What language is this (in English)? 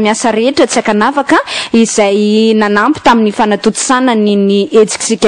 Malagasy